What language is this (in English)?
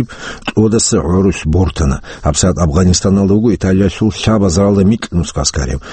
Avaric